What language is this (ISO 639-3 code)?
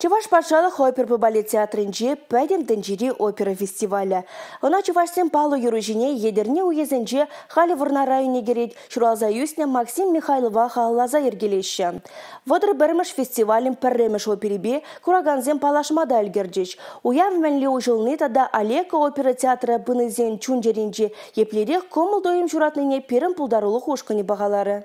chv